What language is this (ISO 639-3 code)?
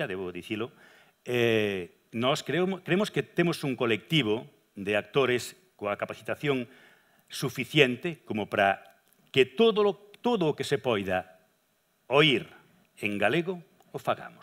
glg